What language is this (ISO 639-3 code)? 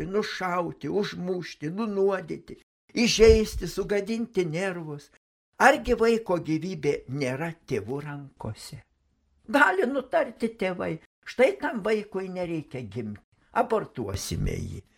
lit